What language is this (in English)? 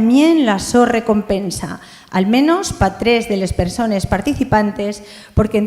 Asturian